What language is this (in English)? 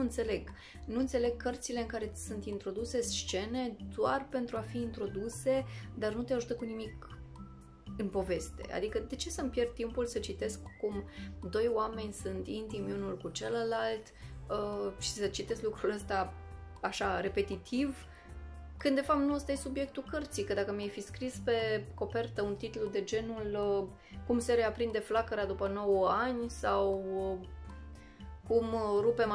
Romanian